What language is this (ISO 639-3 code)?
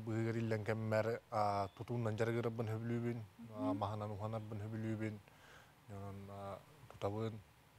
sah